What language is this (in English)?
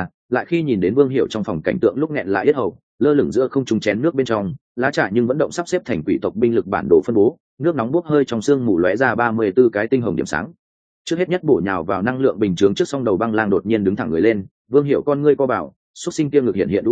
Vietnamese